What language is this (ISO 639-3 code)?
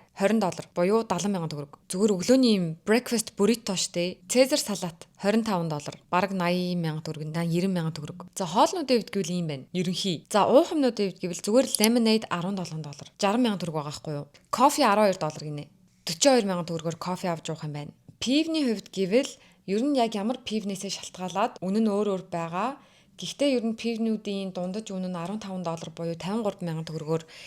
mon